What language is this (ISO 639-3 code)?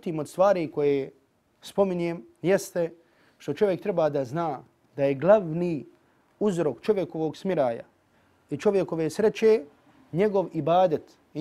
bos